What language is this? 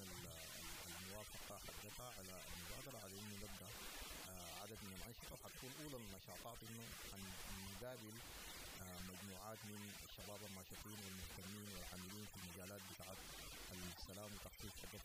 Sudanese Arabic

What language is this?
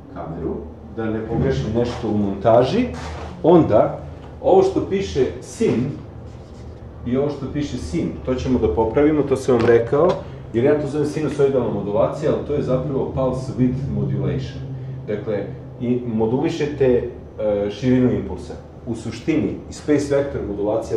Serbian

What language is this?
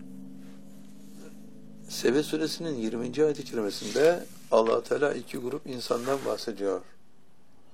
Turkish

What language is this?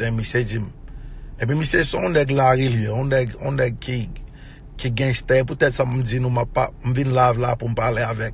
Haitian Creole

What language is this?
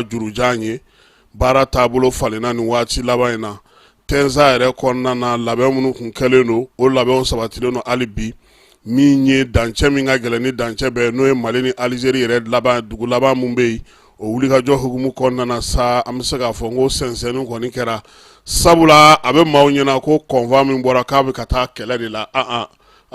Bambara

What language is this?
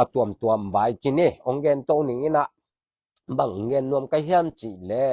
Tedim Chin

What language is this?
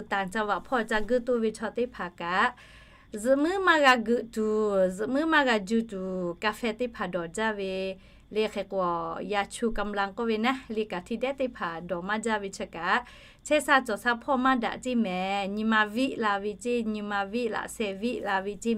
Lahu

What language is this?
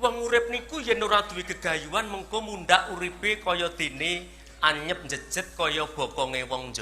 Javanese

